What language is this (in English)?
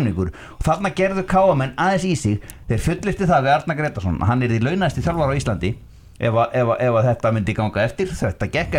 Icelandic